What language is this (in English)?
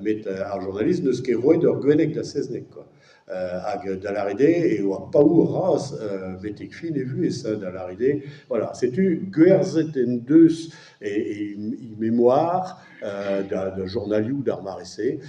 Breton